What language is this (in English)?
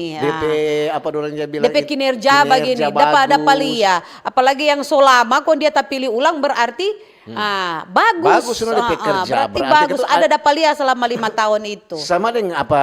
Manado Malay